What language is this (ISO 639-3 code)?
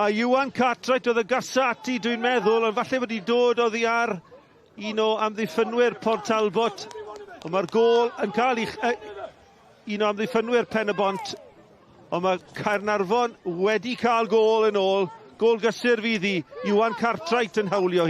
cym